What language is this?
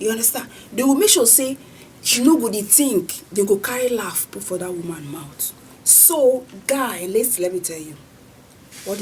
Nigerian Pidgin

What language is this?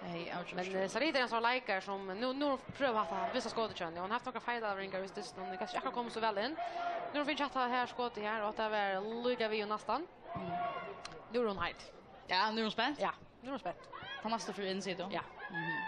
Faroese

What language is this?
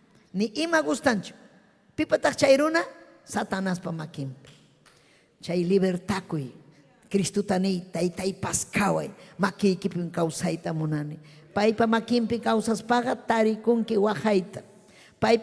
Ayacucho Quechua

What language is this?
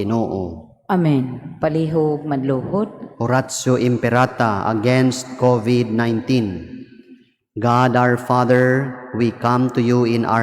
Cebuano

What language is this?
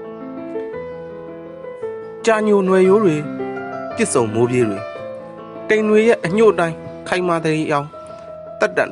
Burmese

